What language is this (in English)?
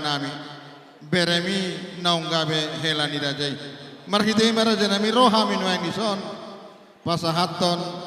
Batak Toba